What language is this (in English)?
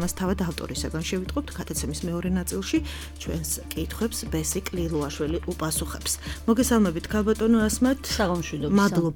Georgian